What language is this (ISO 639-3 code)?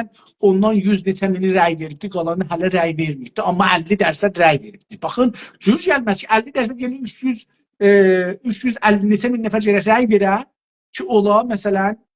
azb